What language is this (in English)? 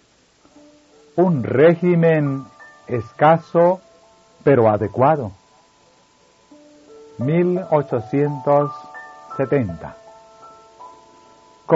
Spanish